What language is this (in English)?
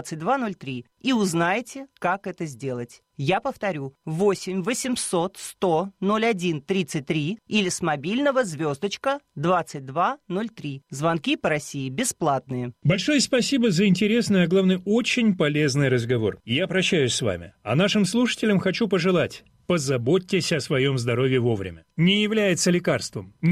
Russian